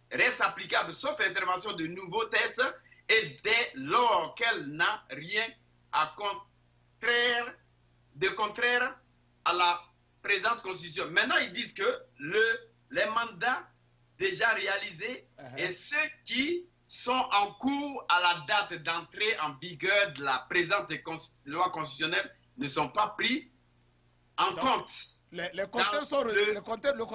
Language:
French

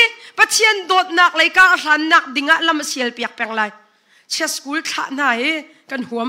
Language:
Hakha Chin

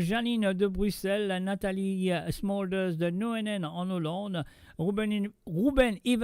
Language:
Morisyen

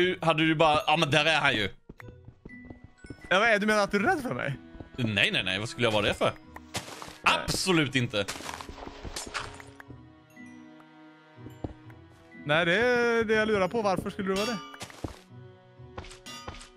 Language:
Swedish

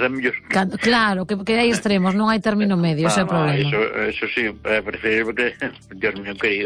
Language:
Galician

